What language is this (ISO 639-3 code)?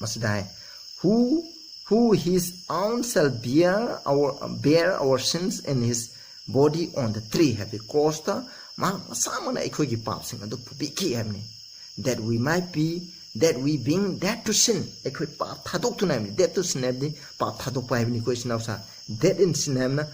mni